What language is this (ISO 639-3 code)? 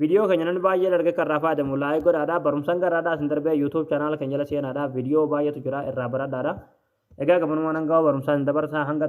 orm